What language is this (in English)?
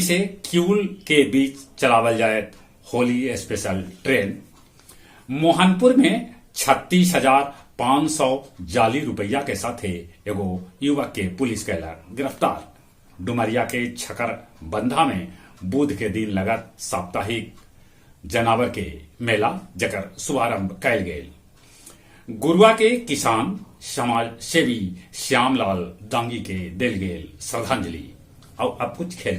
Magahi